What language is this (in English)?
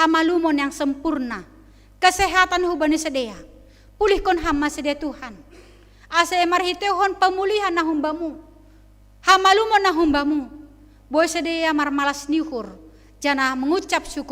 Batak Simalungun